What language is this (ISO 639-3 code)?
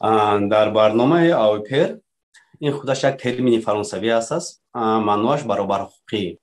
tgk